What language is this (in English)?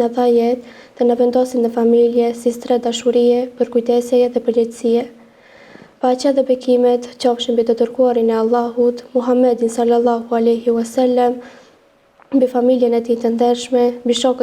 Albanian